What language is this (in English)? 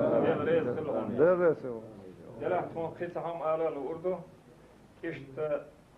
Chechen